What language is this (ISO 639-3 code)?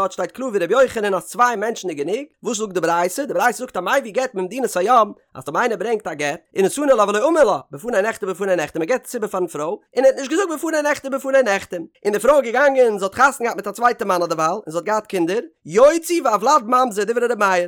yid